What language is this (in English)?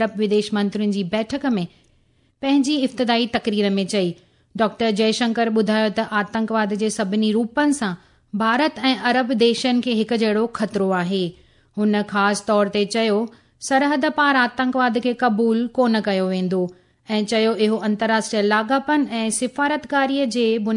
Sindhi